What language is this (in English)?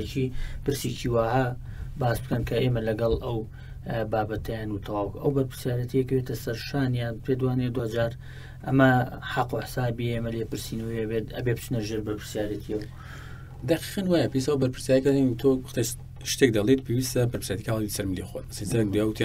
Central Kurdish